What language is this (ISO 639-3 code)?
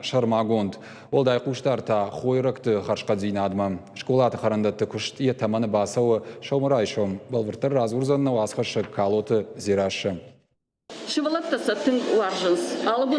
oss